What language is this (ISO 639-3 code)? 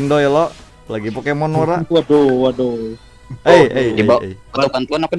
bjn